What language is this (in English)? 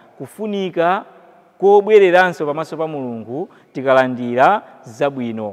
Nyanja